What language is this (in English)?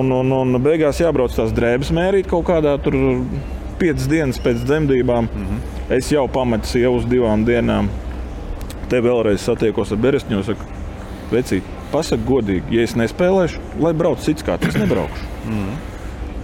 Latvian